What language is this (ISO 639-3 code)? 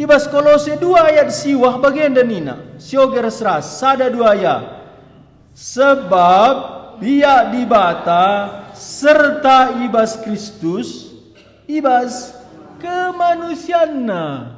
btx